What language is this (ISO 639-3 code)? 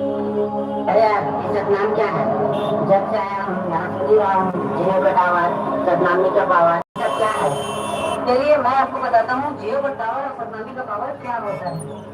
hne